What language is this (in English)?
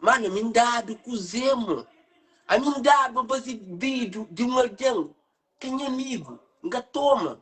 Kabuverdianu